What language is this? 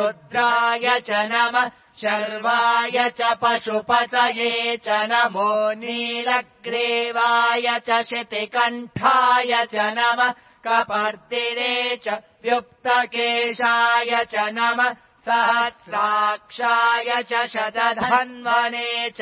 Sanskrit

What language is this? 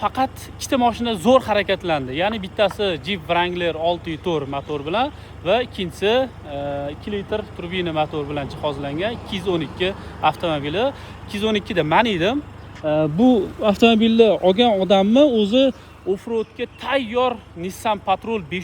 Uzbek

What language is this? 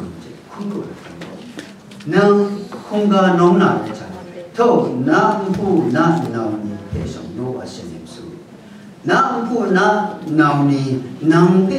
Kachin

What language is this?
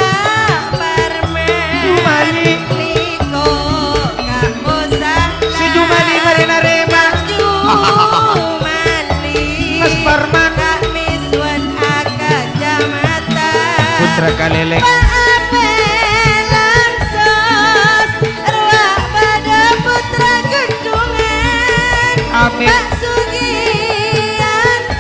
Madurese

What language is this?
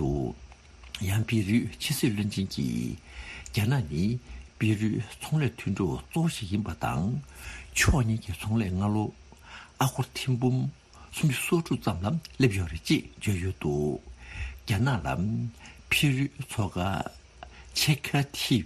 Tibetan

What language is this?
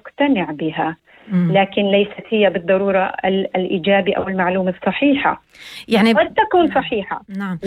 North Levantine Arabic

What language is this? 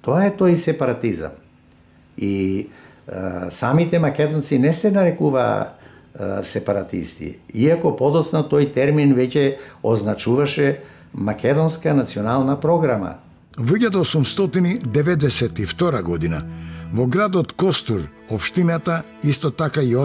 Macedonian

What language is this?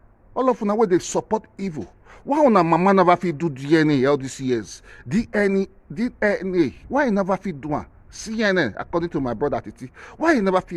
Nigerian Pidgin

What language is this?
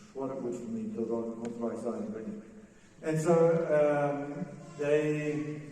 Plautdietsch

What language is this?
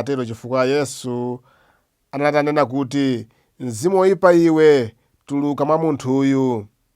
Nyanja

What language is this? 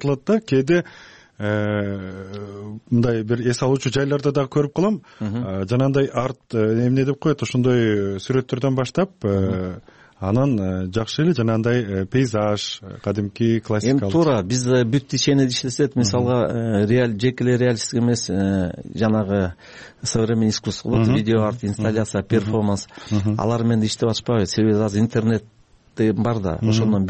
Kyrgyz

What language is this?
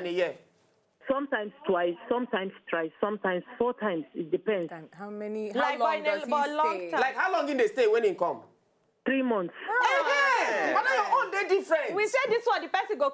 Nigerian Pidgin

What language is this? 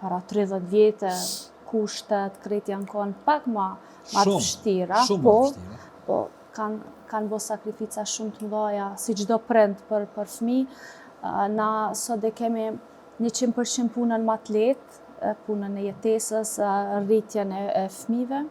Albanian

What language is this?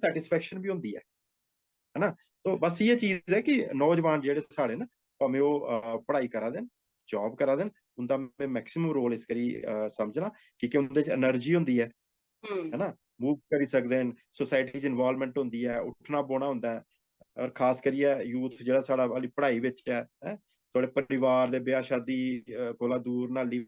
Dogri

